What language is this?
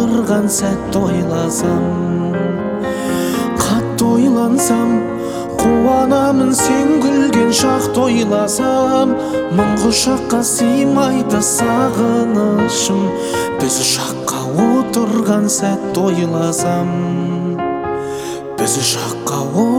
Kazakh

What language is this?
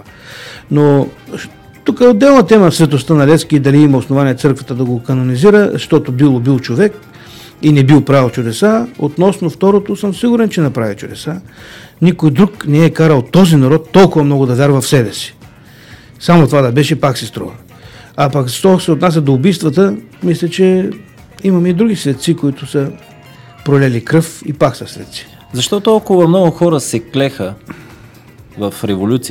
Bulgarian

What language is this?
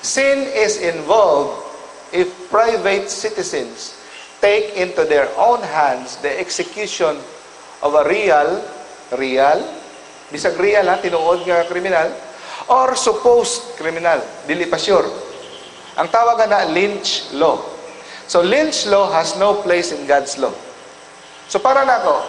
Cebuano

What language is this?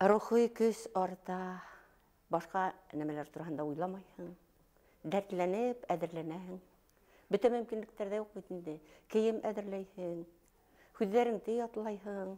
Bashkir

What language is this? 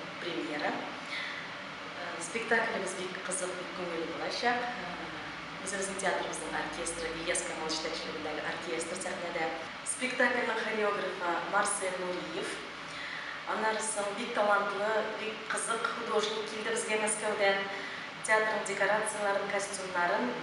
Tatar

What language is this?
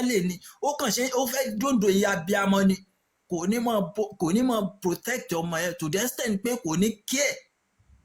Yoruba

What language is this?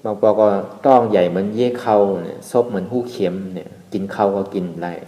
Shan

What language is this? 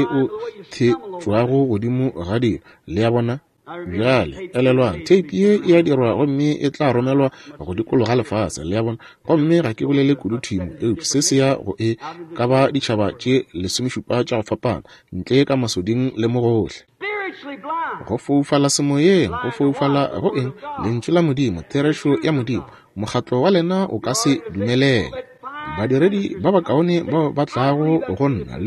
Northern Sotho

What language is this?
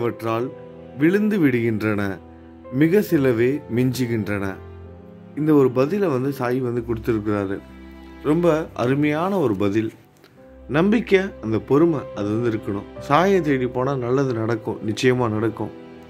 Tamil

